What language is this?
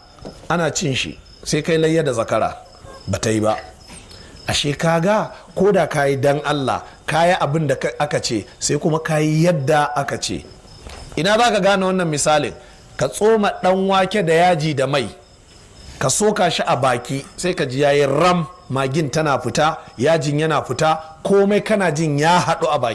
Hausa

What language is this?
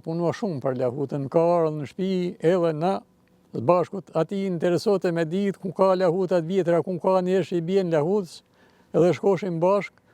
Albanian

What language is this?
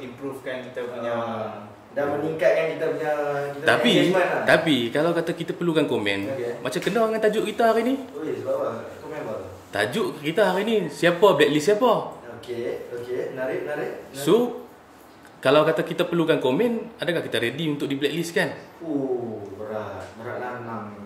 Malay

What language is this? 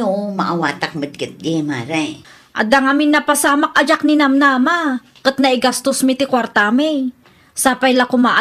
Iloko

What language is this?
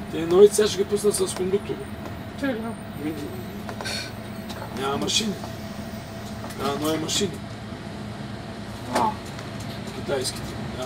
Bulgarian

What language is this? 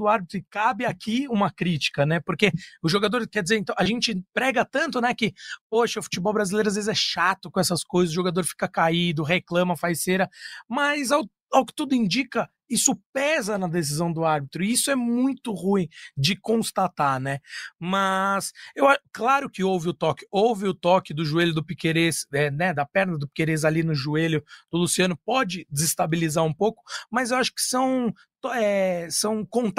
Portuguese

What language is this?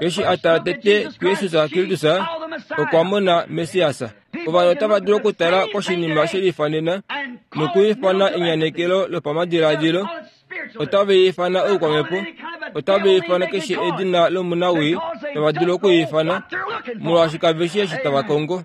Kuanyama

